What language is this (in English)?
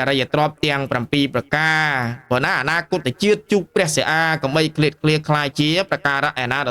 Khmer